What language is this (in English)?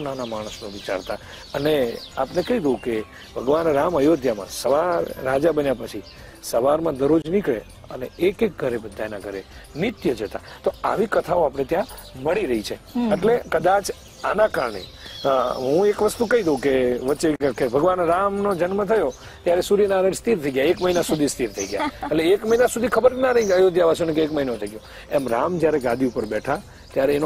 Gujarati